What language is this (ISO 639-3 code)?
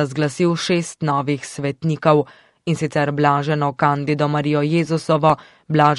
slv